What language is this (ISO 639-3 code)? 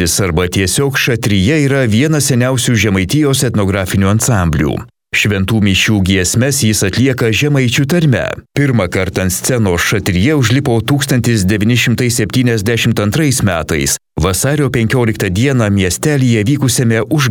lit